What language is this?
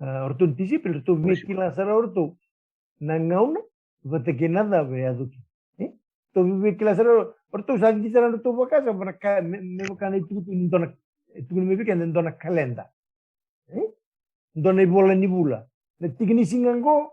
Fijian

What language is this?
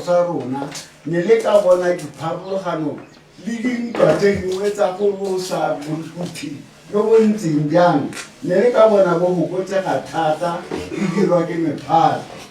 Tswana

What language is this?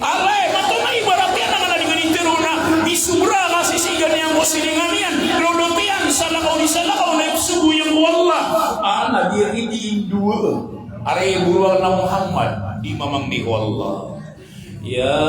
Maranao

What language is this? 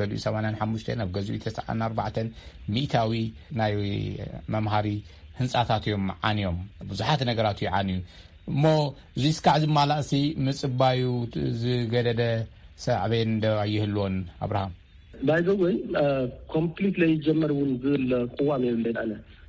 Tigrinya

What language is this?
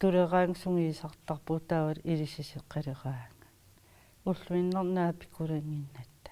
Kalaallisut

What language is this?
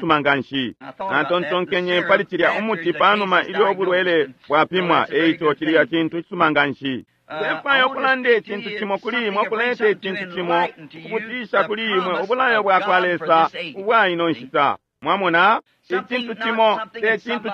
Bemba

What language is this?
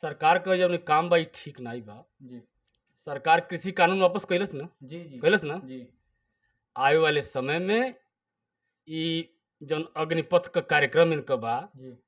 Bhojpuri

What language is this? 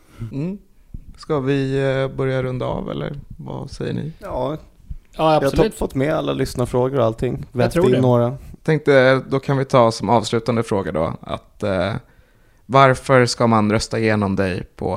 Swedish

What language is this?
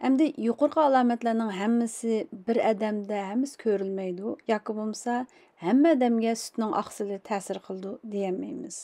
Uyghur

